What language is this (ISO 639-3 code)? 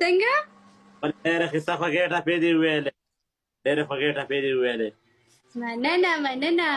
pus